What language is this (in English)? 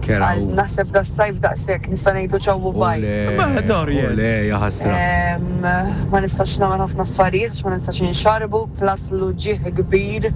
Maltese